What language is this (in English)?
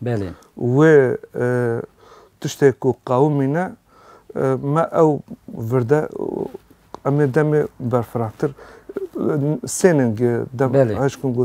Kurdish